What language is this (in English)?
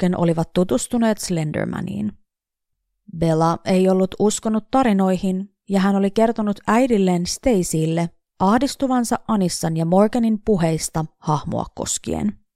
Finnish